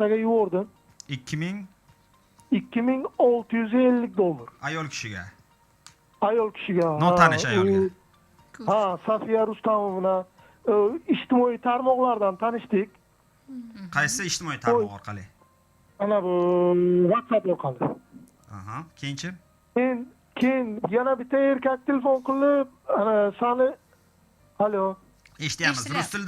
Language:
Uzbek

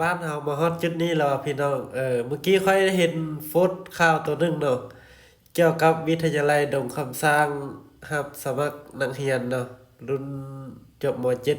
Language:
Lao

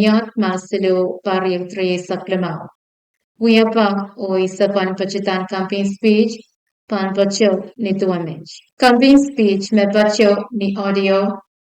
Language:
Pohnpeian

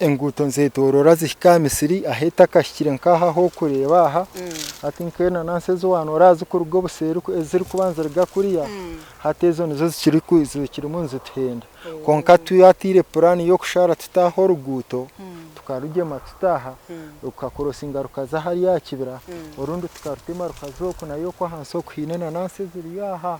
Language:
Nyankole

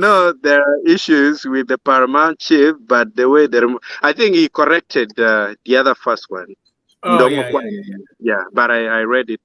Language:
Acoli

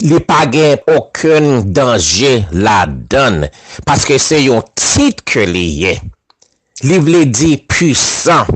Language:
Haitian Creole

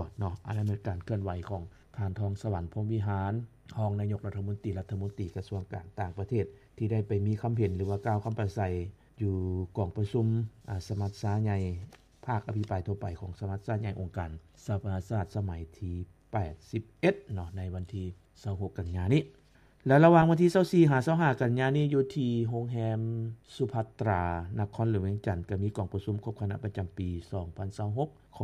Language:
Lao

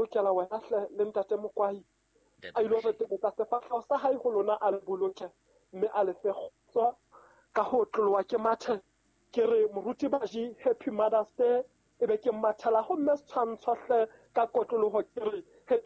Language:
Southern Sotho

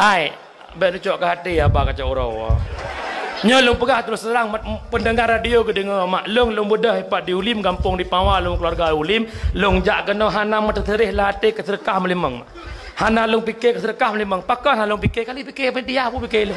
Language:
Achinese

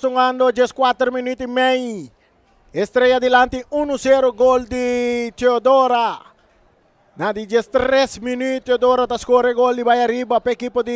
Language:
Papiamento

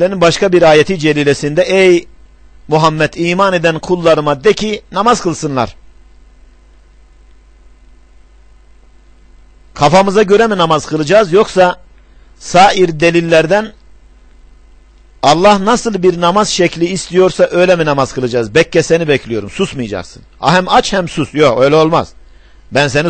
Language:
Turkish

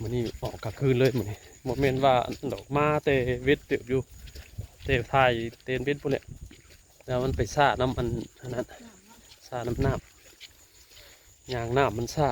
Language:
Northeastern Thai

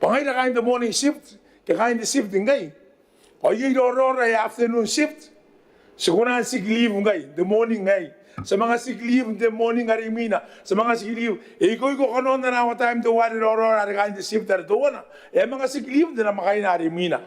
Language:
Gilbertese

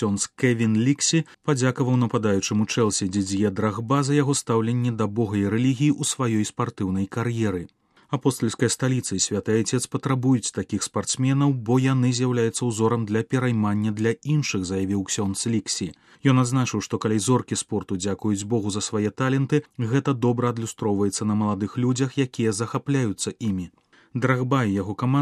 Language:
Belarusian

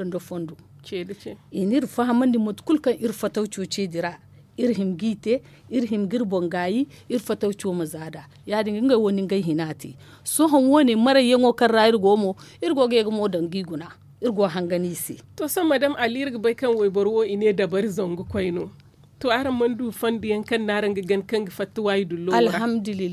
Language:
Zarma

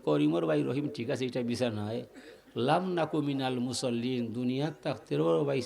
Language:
Sylheti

